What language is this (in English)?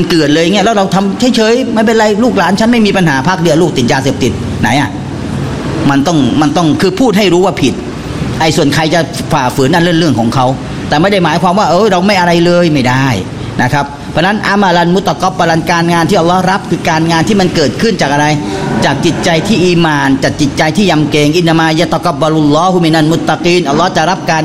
Thai